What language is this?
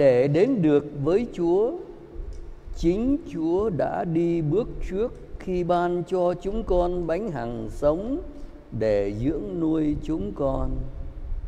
Vietnamese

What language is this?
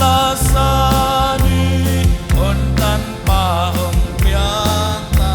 Paite Chin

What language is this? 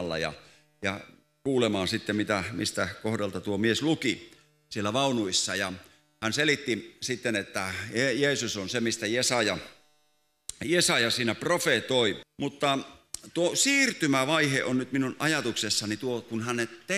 Finnish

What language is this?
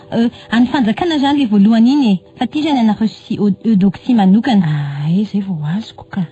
Malagasy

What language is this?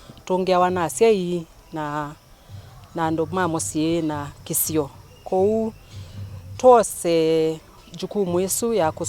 Kamba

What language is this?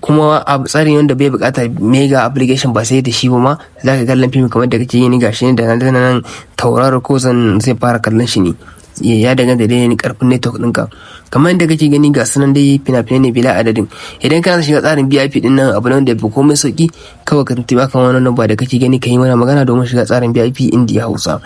Hausa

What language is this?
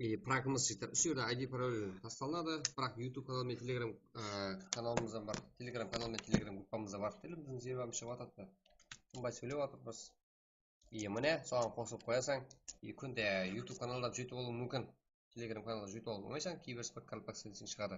Kara-Kalpak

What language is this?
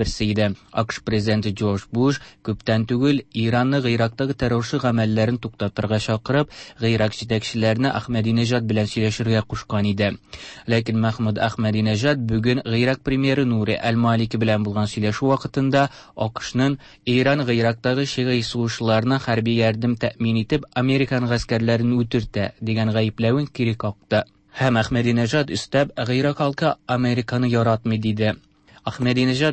Tatar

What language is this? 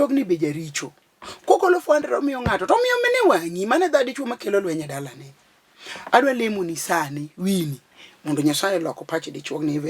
Luo (Kenya and Tanzania)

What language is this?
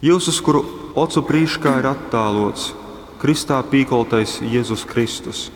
Latgalian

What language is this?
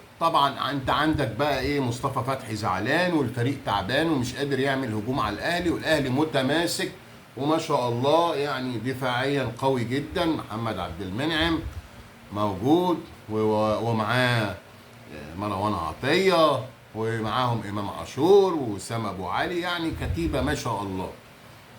Egyptian Arabic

